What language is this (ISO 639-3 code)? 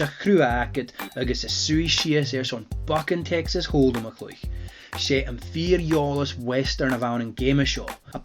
gla